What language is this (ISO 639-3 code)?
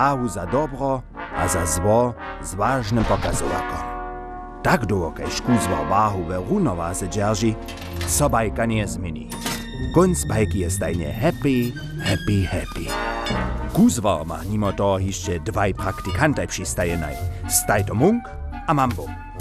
hsb